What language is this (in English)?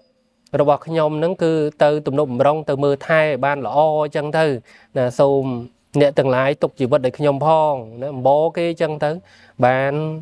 Khmer